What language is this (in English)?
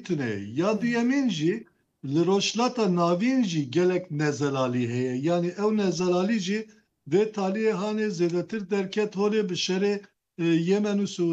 Kurdish